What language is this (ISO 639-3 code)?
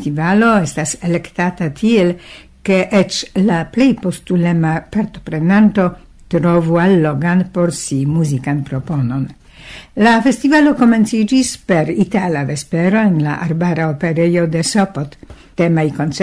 epo